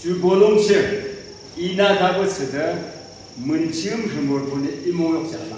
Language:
Yimchungru Naga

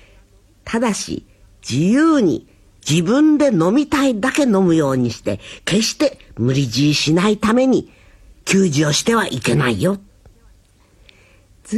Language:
Japanese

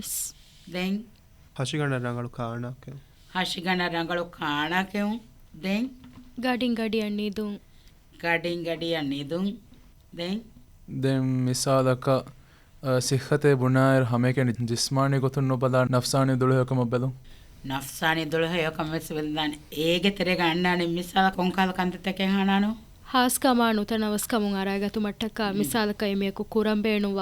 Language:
Divehi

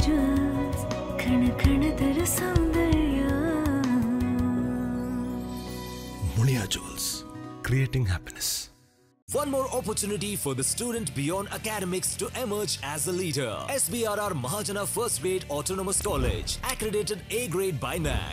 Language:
Kannada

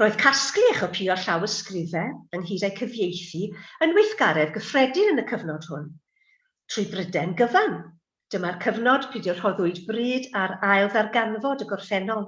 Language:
Welsh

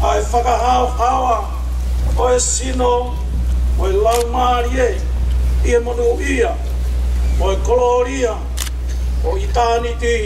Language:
Tongan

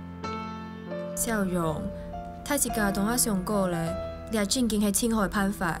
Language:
Hakka Chinese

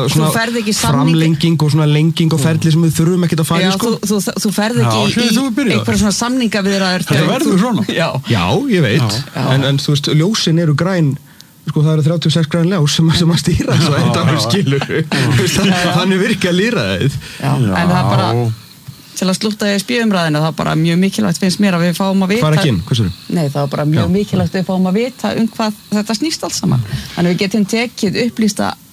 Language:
Icelandic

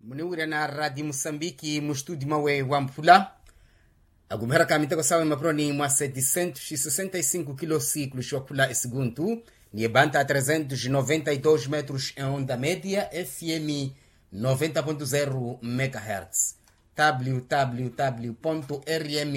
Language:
Makhuwa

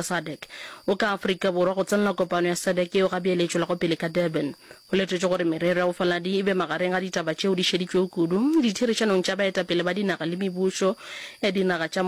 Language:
Northern Sotho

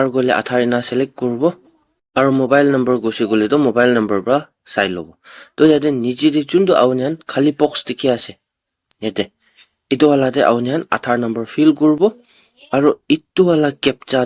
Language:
Naga Pidgin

